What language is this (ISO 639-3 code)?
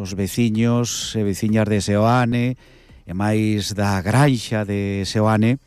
glg